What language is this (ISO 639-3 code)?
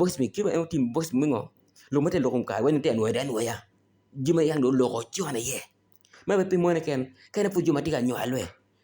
ach